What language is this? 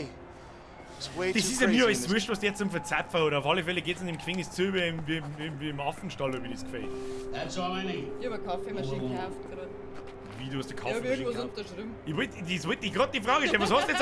Bavarian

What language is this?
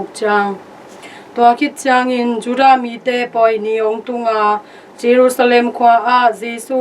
Tedim Chin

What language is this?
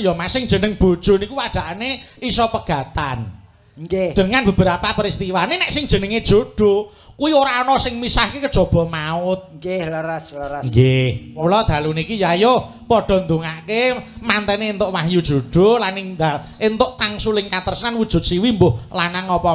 Javanese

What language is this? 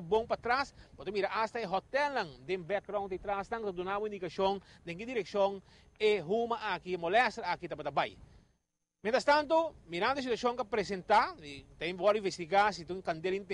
Papiamento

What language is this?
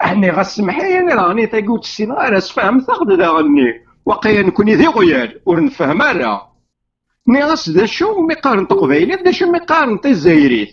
Kabyle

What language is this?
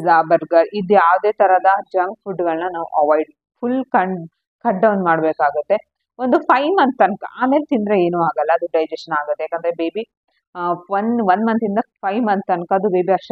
Kannada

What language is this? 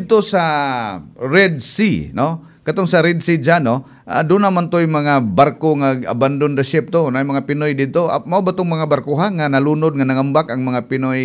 Cebuano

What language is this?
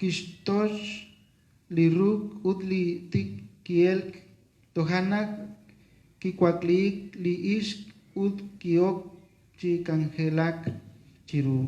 Kekchí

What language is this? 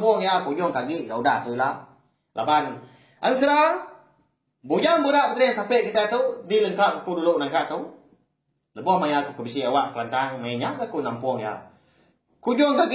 Iban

